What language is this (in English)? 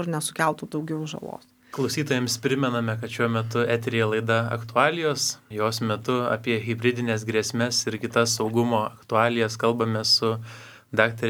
Lithuanian